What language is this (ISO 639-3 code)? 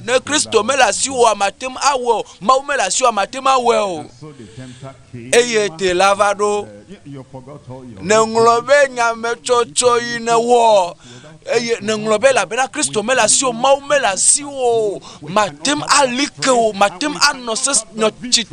ewe